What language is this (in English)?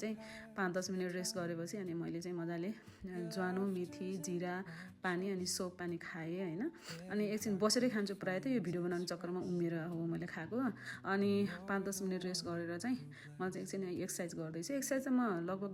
Nepali